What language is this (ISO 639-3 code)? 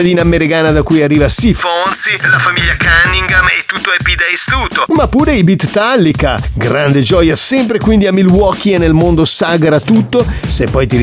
ita